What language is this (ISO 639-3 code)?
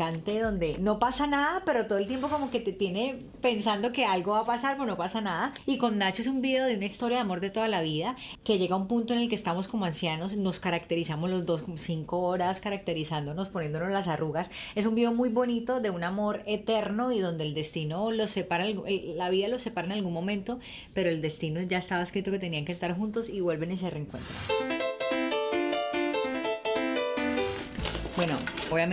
spa